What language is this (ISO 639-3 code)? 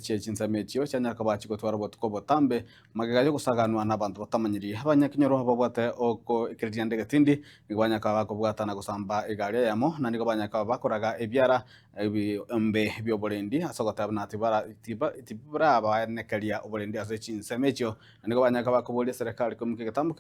guz